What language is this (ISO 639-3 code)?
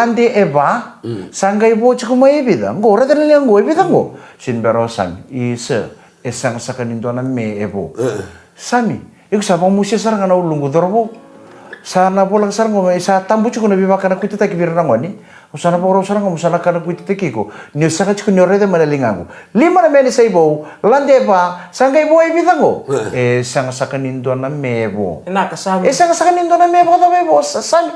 fij